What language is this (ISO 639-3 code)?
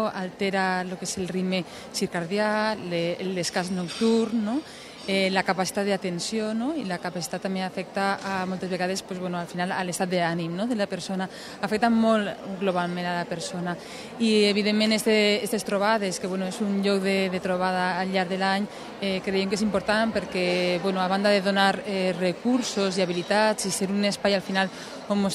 cat